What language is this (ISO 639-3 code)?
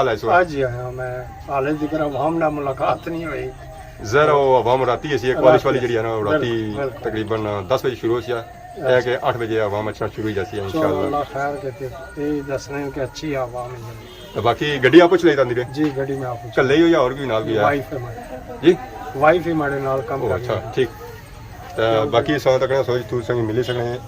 phr